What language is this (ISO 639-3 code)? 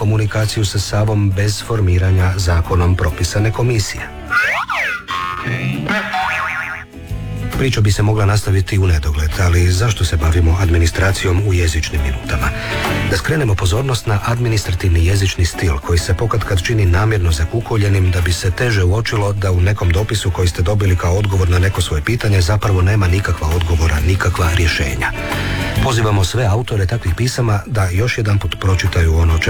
hrv